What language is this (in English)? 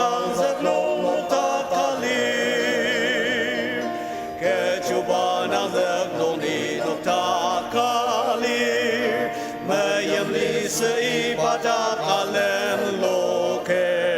Ao Naga